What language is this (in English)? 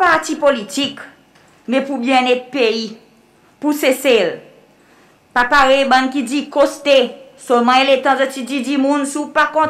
Seselwa Creole French